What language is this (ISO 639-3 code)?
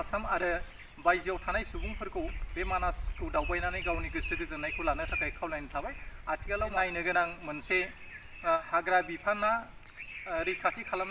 brx